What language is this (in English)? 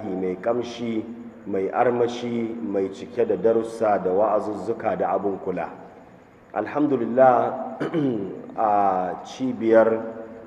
Hausa